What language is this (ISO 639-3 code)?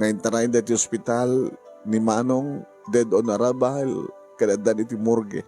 ilo